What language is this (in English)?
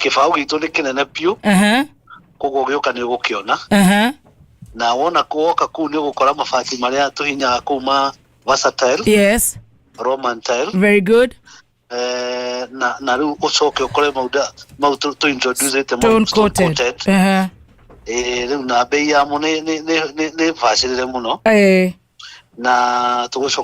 Kikuyu